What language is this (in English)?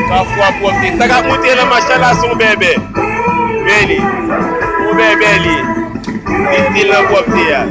Haitian Creole